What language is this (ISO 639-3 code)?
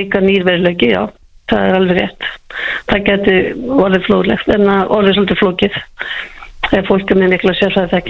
isl